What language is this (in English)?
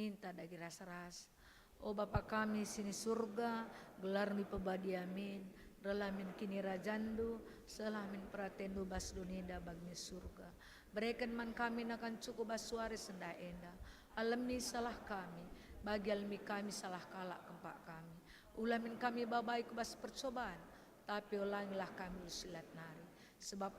Batak Karo